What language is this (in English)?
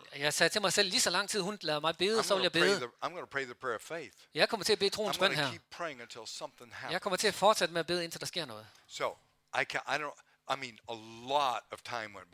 Danish